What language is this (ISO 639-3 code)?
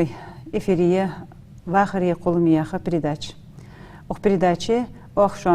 inh